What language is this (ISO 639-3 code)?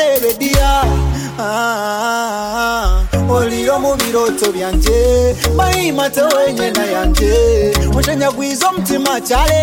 kin